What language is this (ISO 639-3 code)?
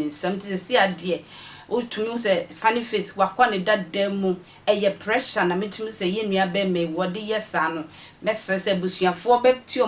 aka